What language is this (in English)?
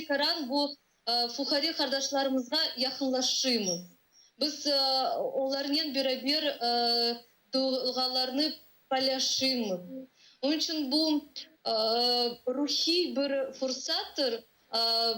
Crimean Tatar